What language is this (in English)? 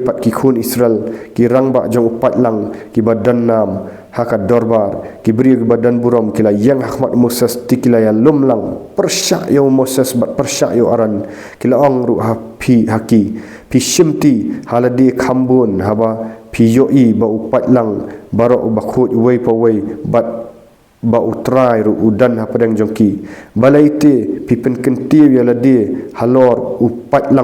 Khasi